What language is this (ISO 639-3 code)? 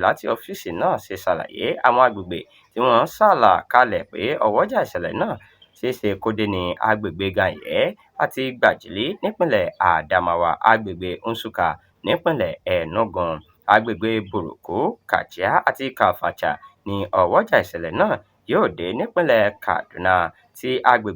yor